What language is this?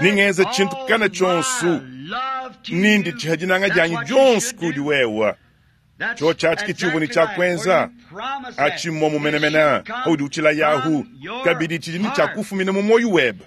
Luba-Lulua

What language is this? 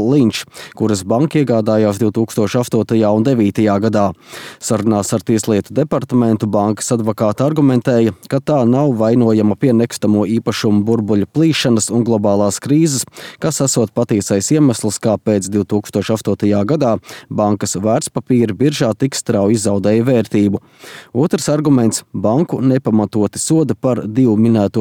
Latvian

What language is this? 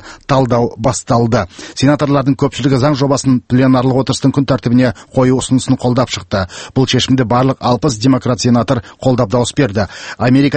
Kazakh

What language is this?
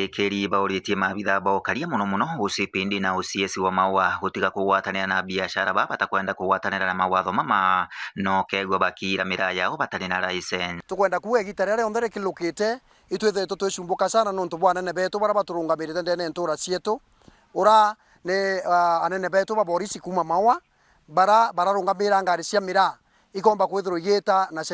Meru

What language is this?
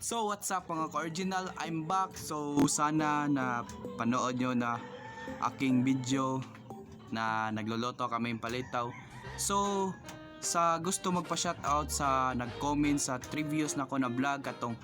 Cebuano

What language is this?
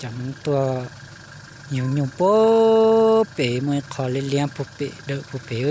Hmong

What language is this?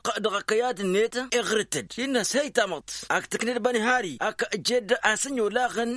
Tamasheq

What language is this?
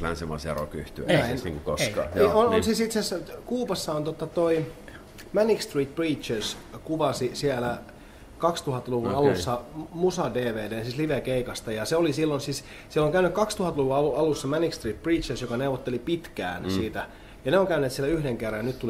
Finnish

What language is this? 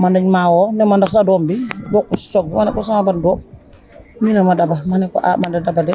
Wolof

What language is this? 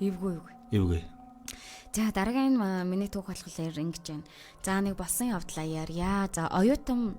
Mongolian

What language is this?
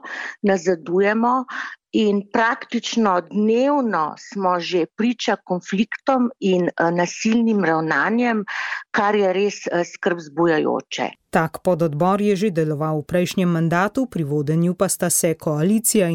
Slovenian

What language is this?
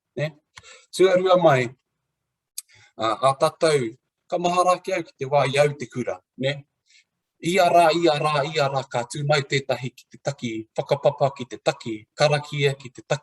Māori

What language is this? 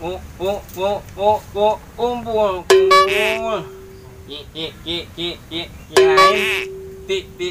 Betawi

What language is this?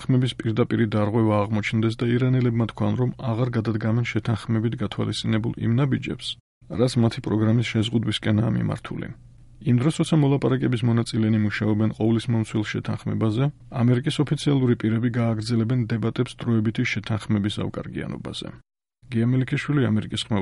Georgian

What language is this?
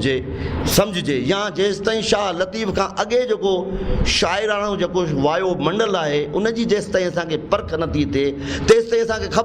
Sindhi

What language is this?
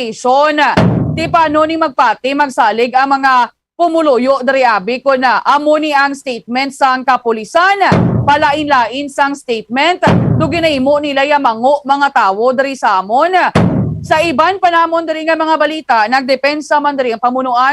Hiligaynon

